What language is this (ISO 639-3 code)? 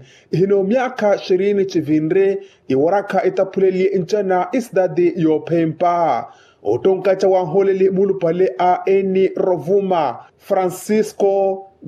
vmw